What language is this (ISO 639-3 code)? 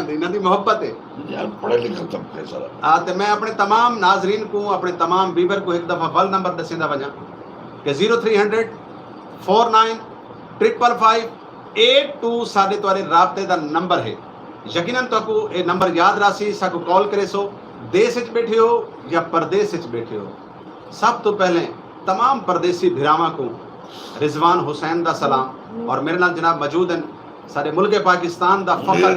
skr